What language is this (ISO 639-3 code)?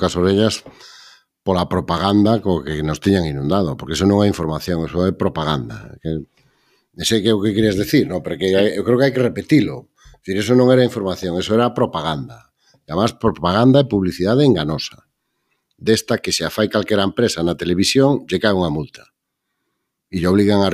glg